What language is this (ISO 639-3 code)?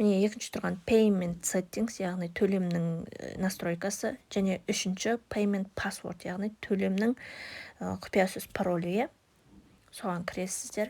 kaz